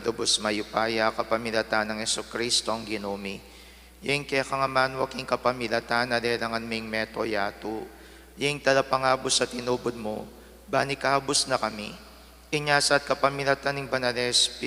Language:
Pampanga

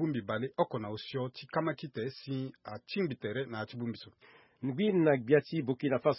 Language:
Sango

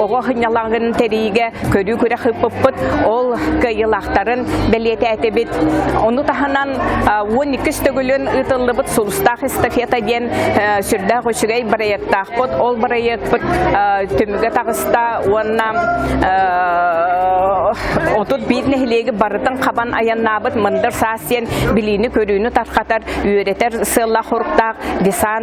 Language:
Yakut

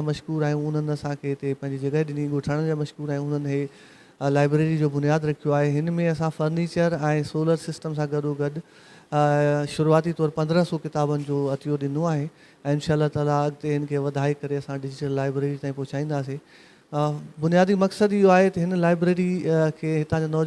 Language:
Sindhi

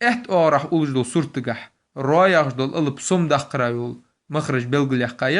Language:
Ingush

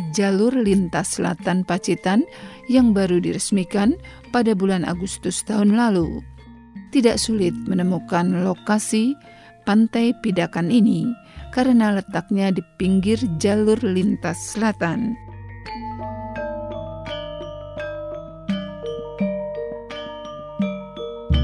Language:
Indonesian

